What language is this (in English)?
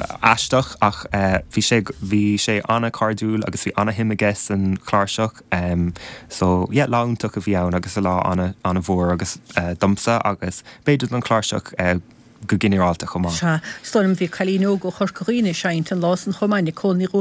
Irish